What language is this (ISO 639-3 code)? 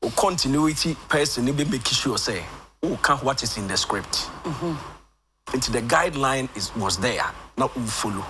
aka